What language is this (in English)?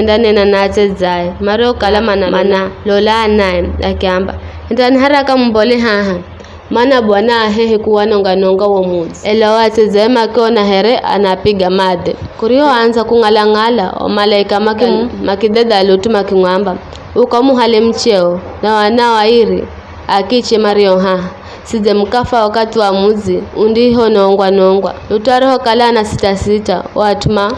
Giryama